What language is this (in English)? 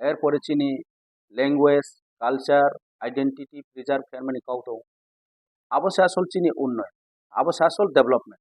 Riang (India)